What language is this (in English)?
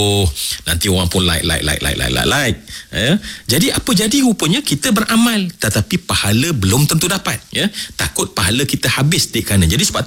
Malay